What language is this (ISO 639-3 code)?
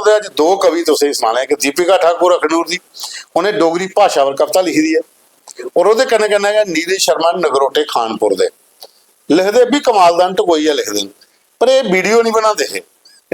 doi